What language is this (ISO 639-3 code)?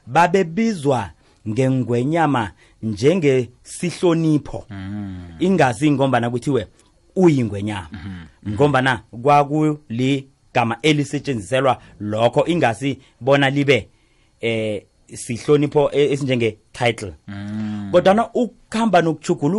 nbl